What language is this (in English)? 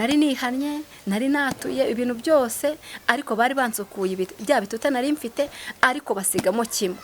Kinyarwanda